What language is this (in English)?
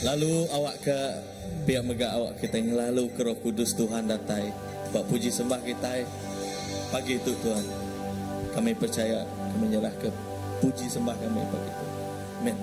Iban